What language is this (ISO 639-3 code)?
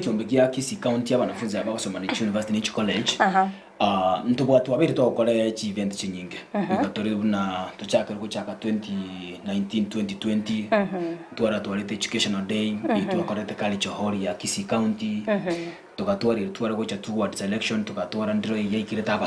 guz